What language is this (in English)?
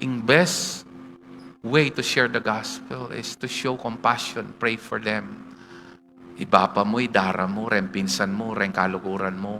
Pampanga